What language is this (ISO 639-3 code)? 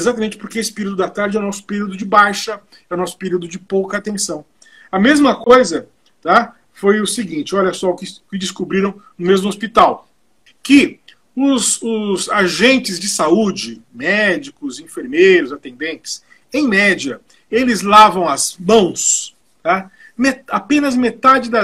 por